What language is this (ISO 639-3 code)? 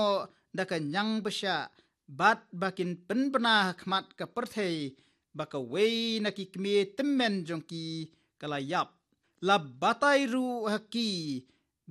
kha